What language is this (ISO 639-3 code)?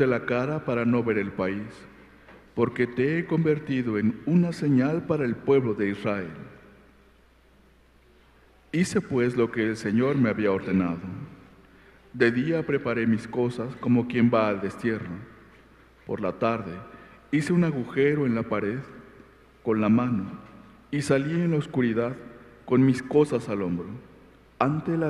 spa